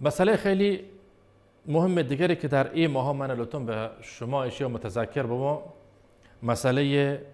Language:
Baluchi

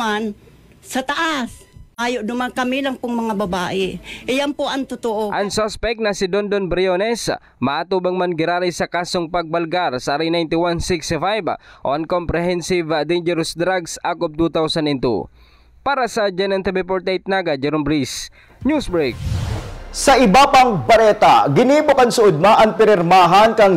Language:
Bikol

